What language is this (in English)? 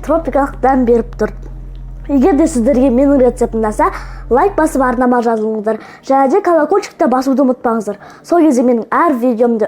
Kazakh